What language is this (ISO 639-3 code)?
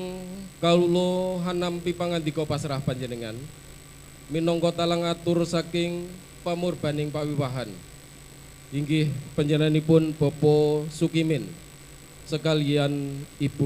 jav